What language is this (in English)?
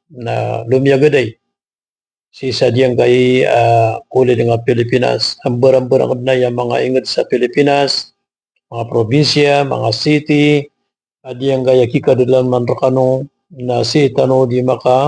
Maranao